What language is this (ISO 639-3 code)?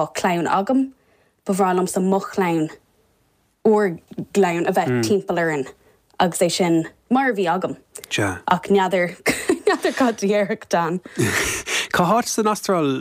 gle